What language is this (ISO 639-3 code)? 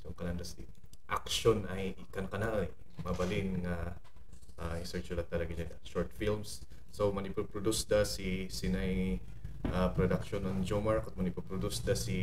kne